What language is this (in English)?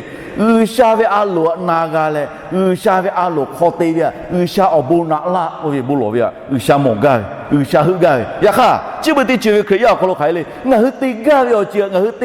Lahu